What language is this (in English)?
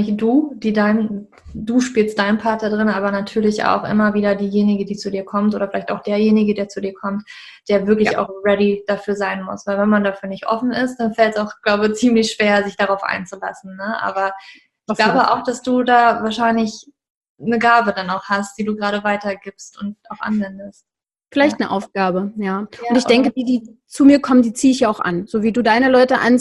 German